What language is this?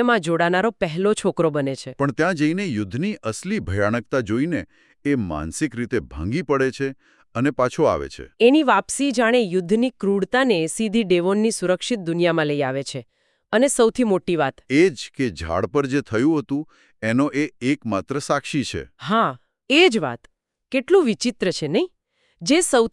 Gujarati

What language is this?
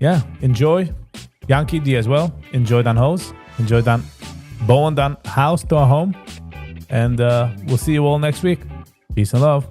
Yiddish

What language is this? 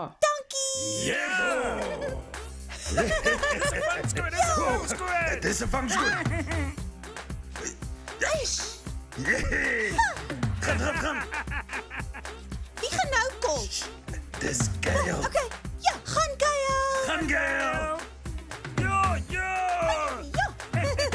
Afrikaans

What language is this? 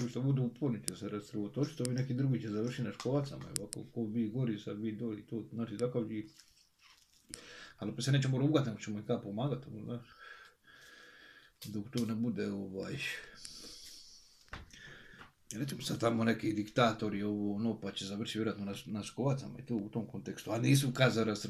Croatian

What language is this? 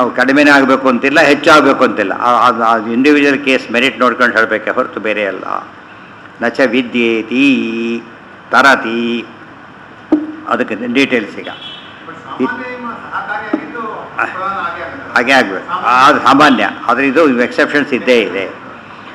Kannada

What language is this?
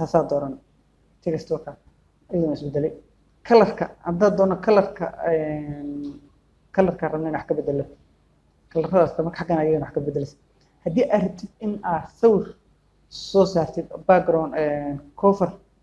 Somali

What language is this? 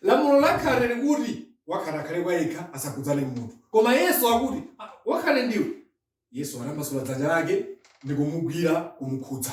Nyanja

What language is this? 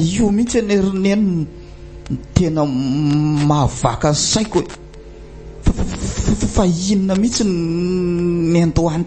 Malagasy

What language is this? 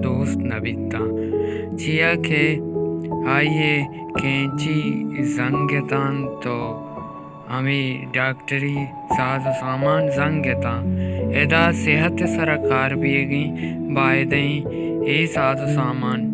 Baluchi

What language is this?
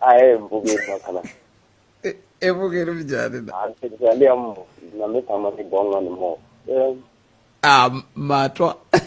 Tsonga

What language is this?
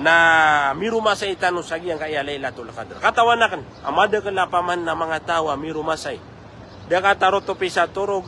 Maranao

